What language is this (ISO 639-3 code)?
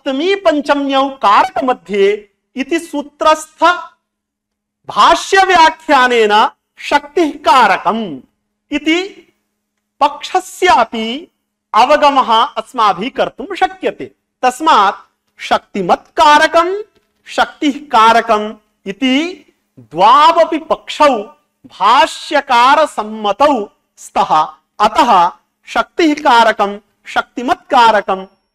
san